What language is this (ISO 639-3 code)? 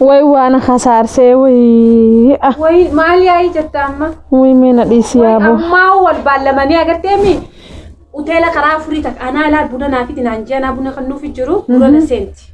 orm